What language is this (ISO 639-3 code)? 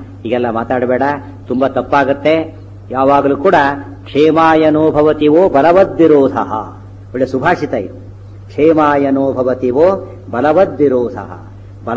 kan